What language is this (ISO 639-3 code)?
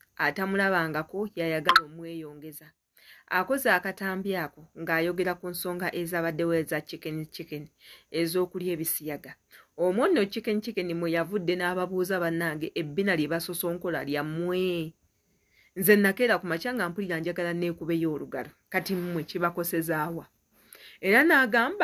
lug